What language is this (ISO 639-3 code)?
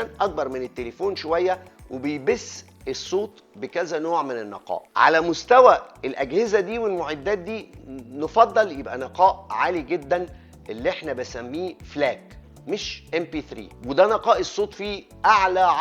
arz